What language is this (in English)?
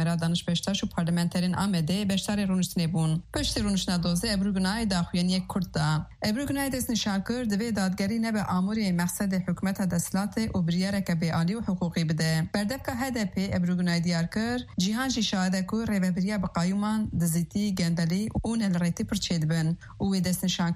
Kurdish